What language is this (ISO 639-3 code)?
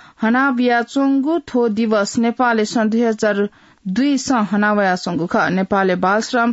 new